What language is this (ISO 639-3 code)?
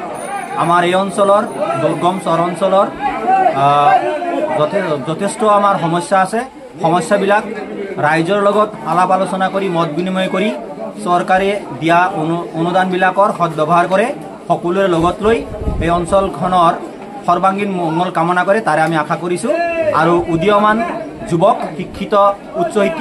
asm